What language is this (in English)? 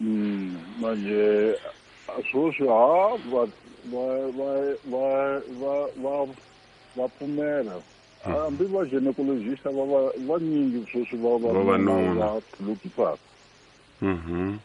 Tsonga